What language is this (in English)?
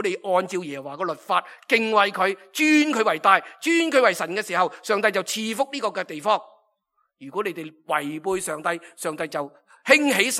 Cantonese